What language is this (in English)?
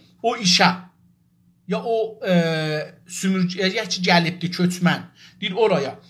South Azerbaijani